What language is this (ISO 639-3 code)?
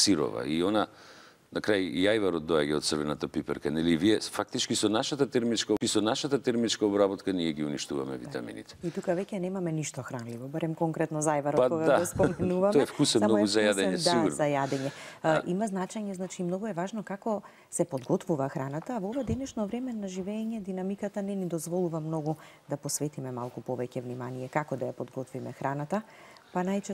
mkd